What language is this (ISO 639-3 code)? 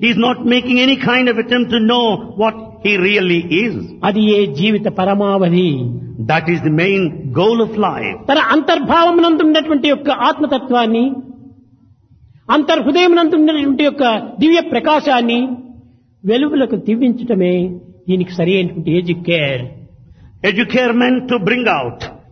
tel